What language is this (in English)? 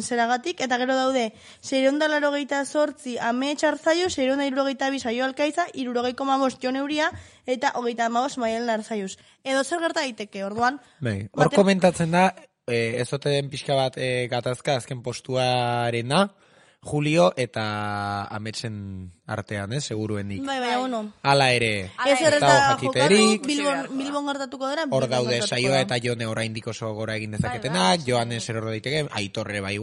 Basque